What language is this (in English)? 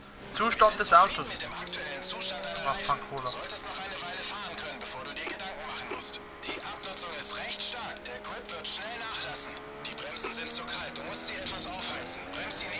Swiss German